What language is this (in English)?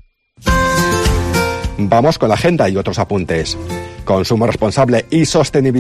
Spanish